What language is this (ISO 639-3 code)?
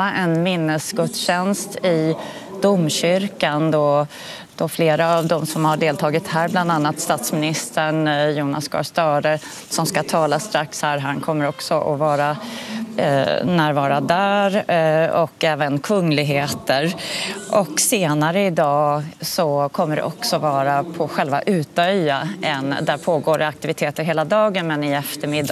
swe